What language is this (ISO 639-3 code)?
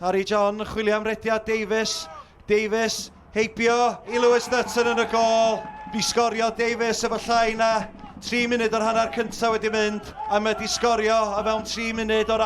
cym